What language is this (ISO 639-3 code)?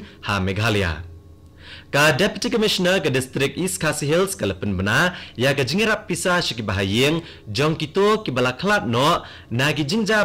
kha